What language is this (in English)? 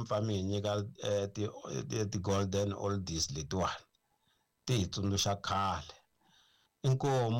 Tsonga